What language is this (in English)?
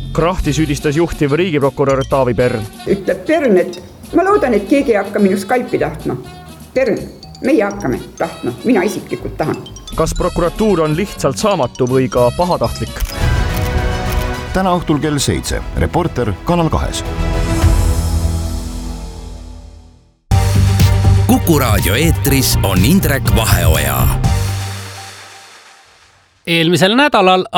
Estonian